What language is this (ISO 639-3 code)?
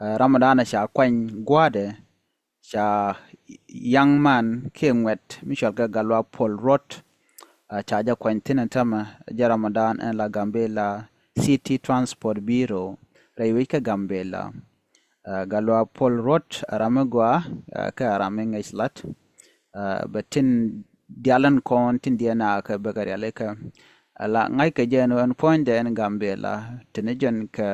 nus